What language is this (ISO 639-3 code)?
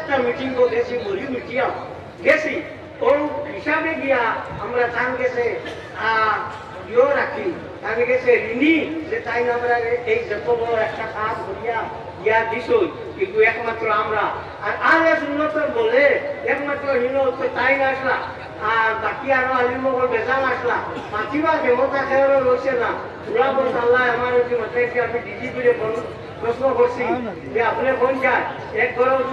syl